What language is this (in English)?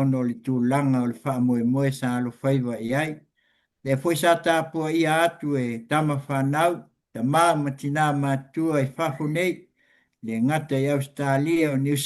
Samoan